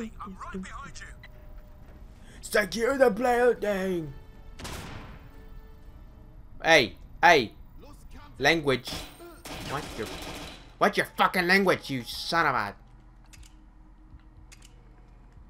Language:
English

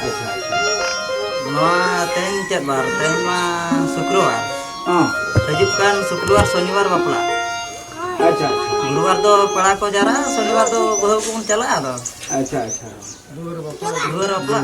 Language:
Santali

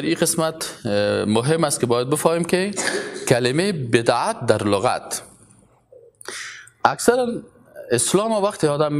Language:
Persian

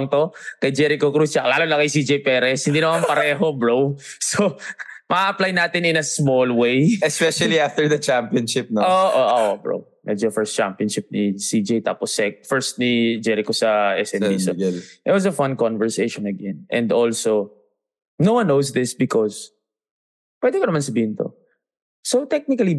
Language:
Filipino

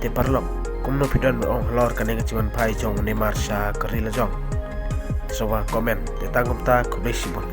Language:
Khasi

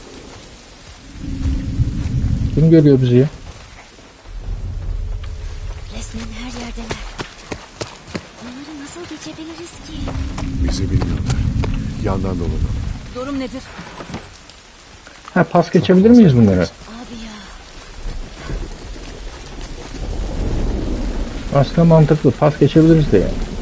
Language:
Turkish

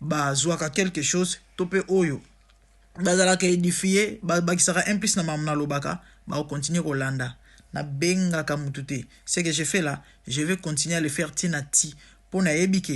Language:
Lingala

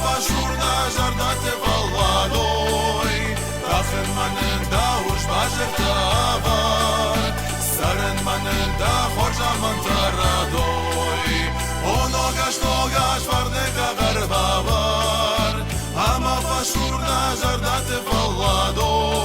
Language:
Ossetic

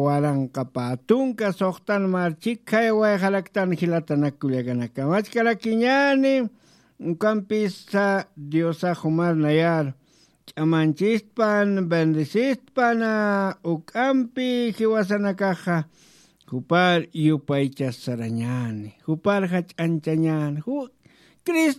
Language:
Aymara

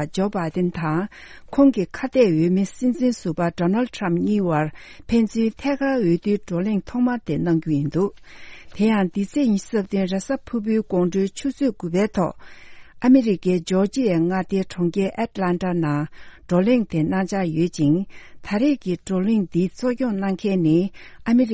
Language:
Tibetan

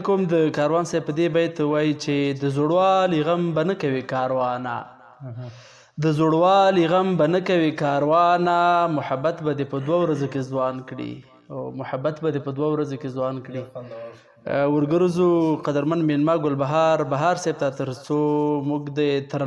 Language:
Pashto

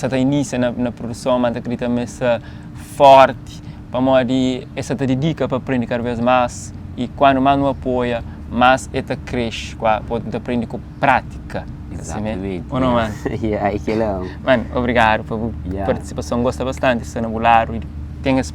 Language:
Kabuverdianu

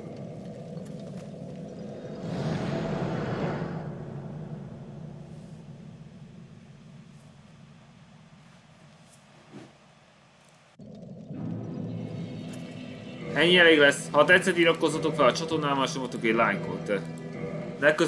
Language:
Hungarian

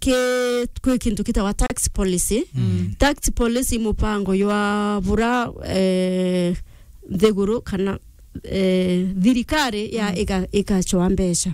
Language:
Meru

